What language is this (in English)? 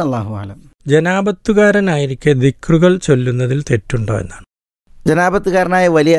Malayalam